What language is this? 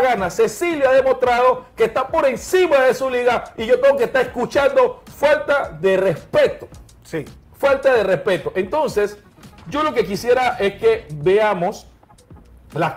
Spanish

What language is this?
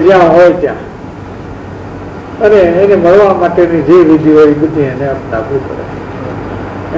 Gujarati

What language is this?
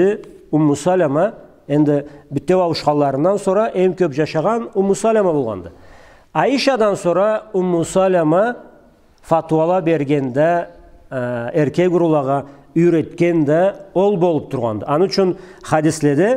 Karachay-Balkar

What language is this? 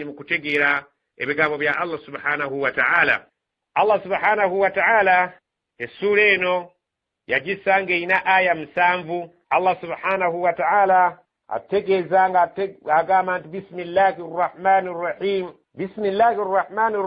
Ganda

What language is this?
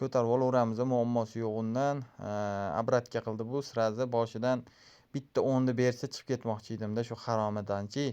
Uzbek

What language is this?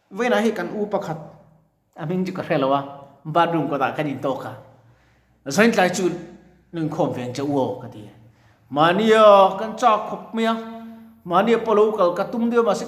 Mizo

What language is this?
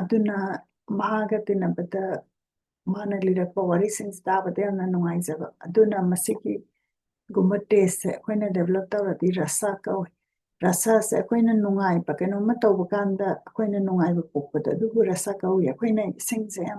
Manipuri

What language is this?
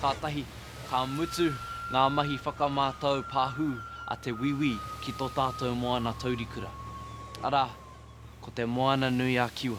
Māori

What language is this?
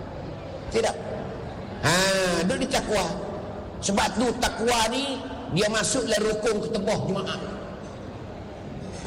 Malay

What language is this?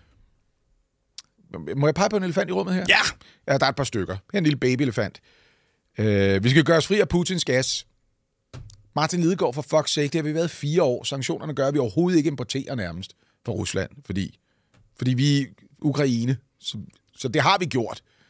Danish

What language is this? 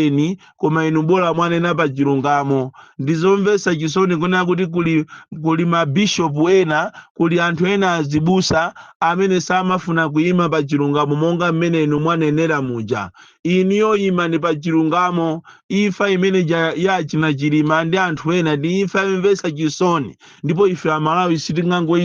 Nyanja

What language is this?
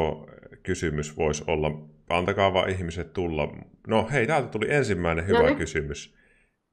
Finnish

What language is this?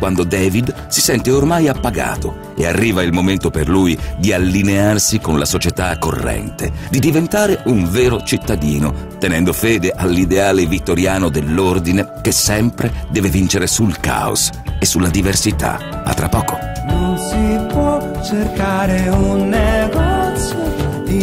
Italian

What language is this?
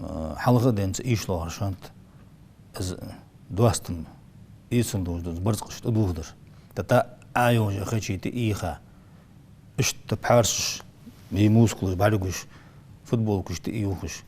Ingush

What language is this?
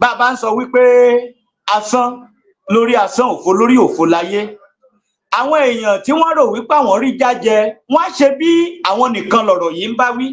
Yoruba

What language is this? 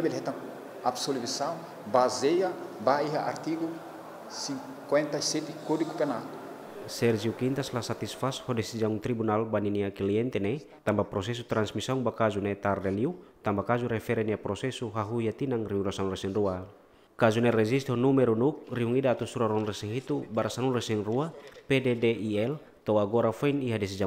Tetum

